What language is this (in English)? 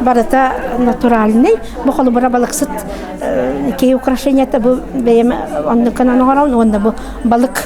Yakut